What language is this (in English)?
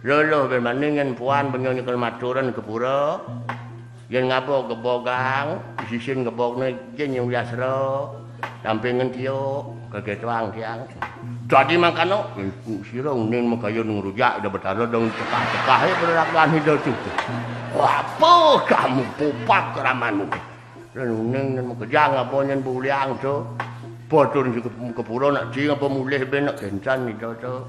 Balinese